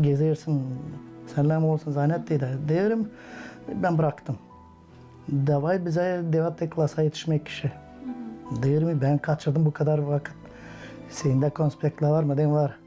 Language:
Gagauz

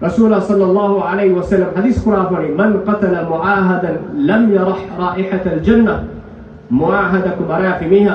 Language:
Divehi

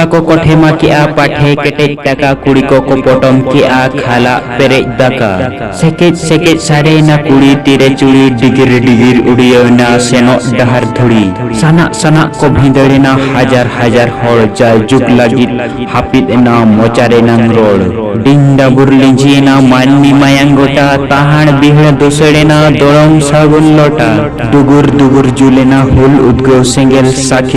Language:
Santali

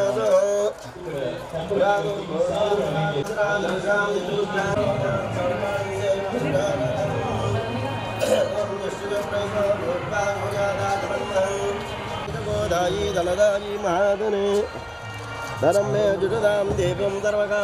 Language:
Telugu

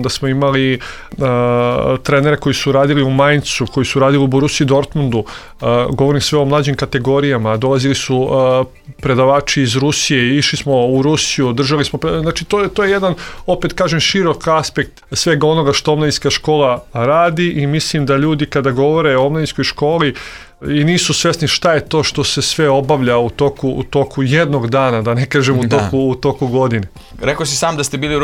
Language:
Serbian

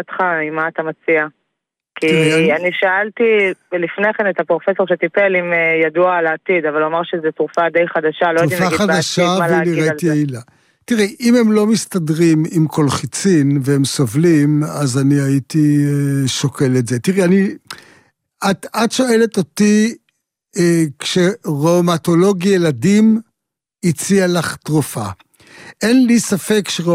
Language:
Hebrew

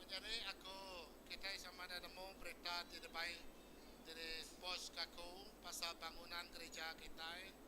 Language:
Iban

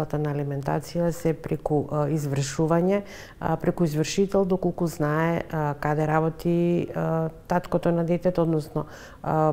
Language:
Macedonian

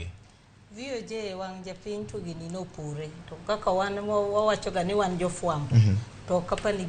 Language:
Luo (Kenya and Tanzania)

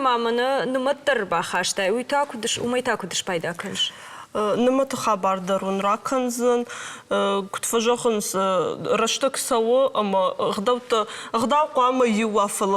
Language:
Ossetic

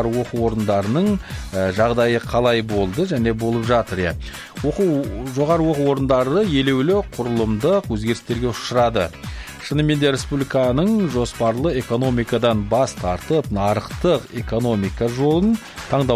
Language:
Kazakh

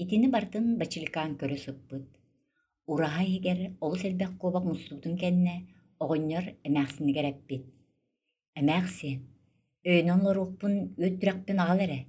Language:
Yakut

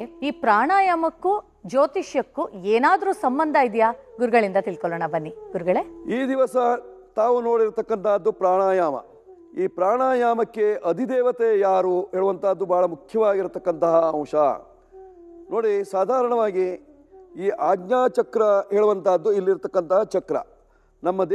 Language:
Kannada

